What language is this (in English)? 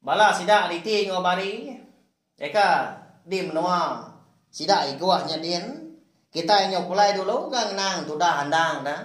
Iban